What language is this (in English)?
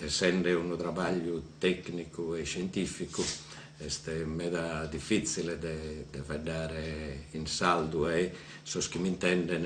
Sardinian